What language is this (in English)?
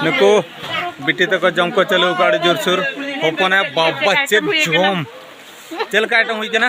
Santali